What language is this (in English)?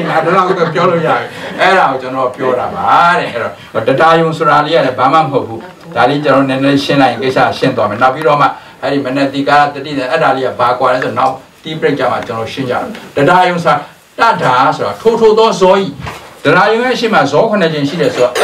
Burmese